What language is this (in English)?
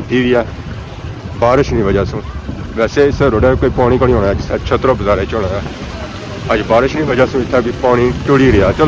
Pahari-Potwari